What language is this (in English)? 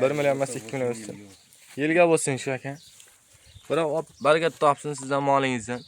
Uzbek